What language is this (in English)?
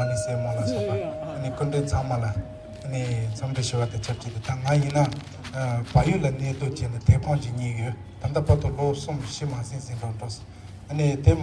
Tibetan